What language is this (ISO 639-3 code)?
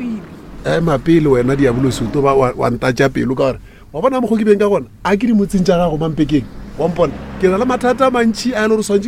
nso